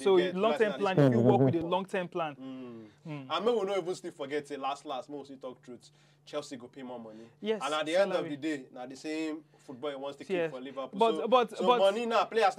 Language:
Nigerian Pidgin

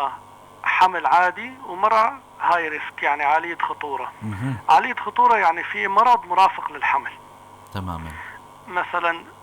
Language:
North Levantine Arabic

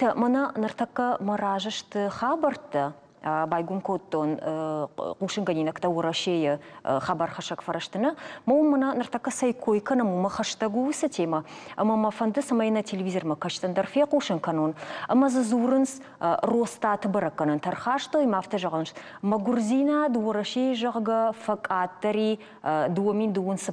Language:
Ossetic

